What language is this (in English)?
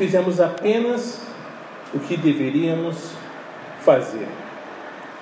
Portuguese